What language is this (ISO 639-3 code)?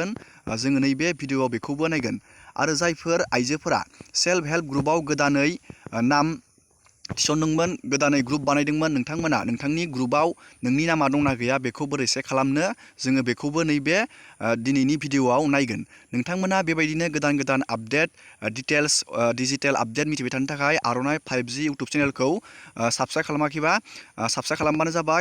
brx